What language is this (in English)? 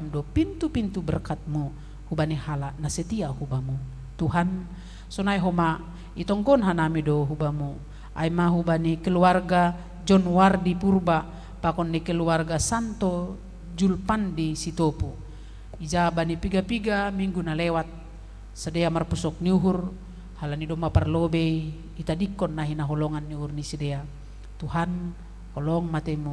Batak Simalungun